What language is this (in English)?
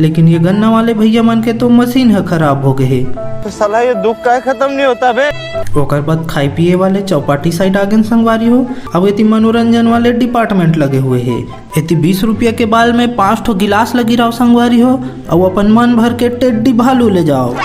Chhattisgarhi